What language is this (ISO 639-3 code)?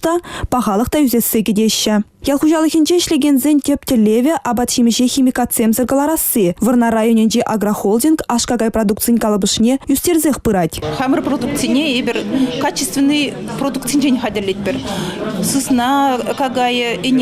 chv